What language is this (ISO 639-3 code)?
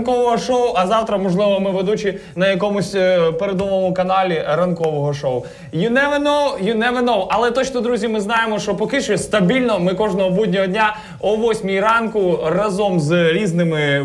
ukr